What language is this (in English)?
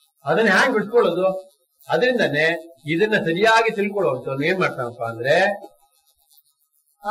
Kannada